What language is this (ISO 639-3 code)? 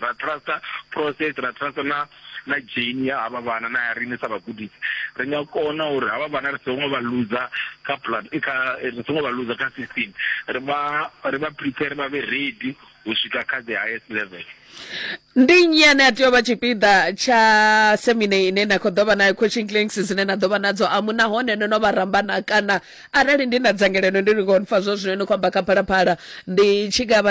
ven